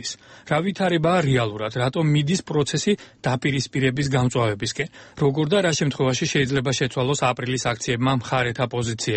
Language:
Georgian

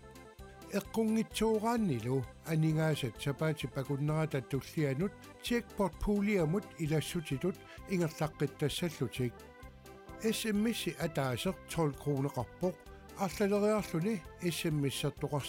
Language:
Kalaallisut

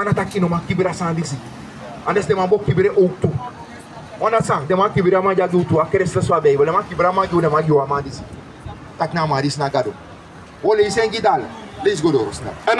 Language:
Sranan Tongo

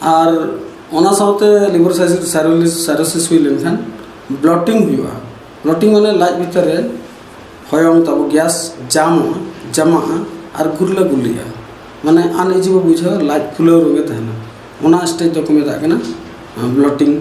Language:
Santali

